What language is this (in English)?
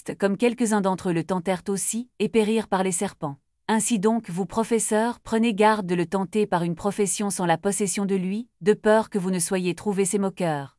French